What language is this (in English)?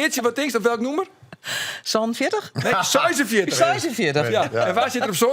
Western Frisian